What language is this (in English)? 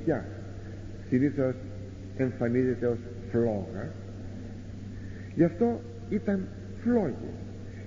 Greek